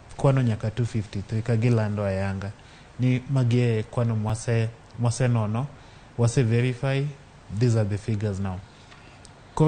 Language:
Luo (Kenya and Tanzania)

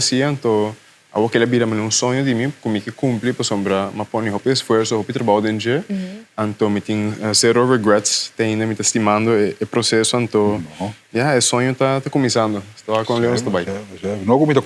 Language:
Papiamento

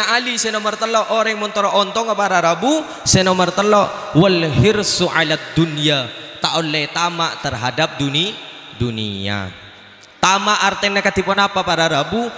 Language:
Madurese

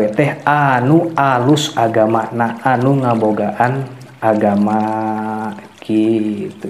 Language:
Sundanese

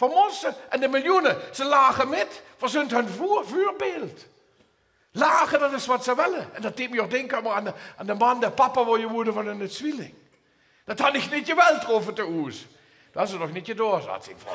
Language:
Limburgish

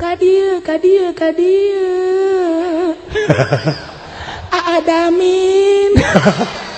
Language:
Sundanese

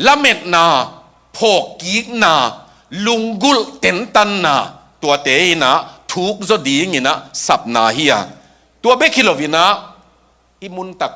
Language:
Tedim Chin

